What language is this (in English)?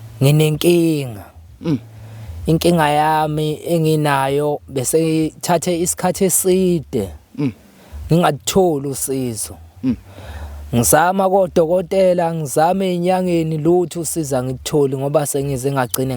Zulu